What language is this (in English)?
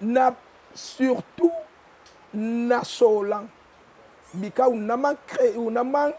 Eastern Maroon Creole